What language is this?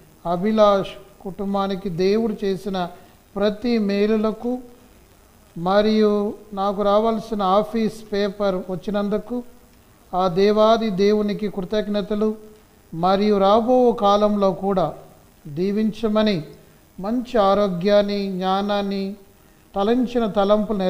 Telugu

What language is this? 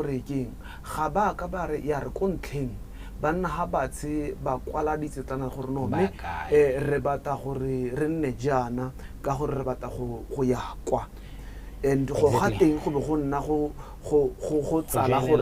Tswana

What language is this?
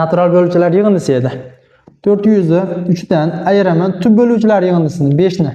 Uzbek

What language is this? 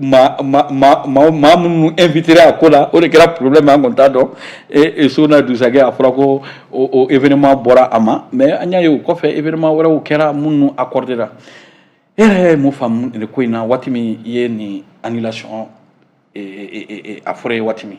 Bambara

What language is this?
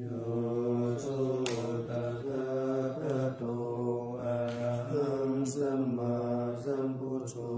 Pali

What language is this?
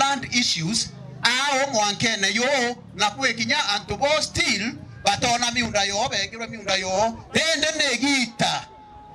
Meru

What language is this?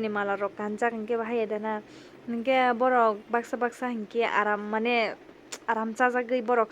Kok Borok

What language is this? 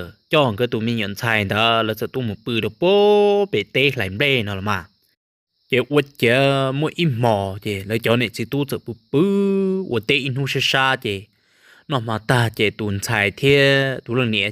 Hmong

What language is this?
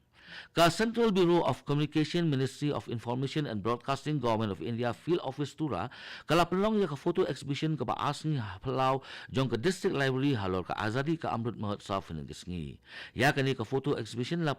Khasi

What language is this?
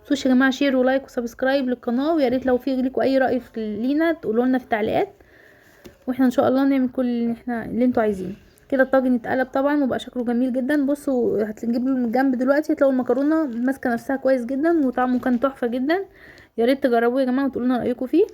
Egyptian Arabic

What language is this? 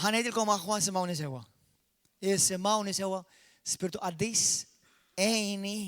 Maltese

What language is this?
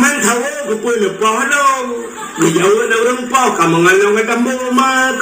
Achinese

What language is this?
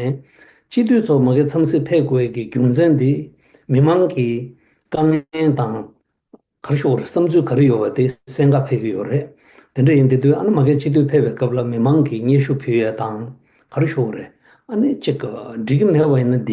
Tibetan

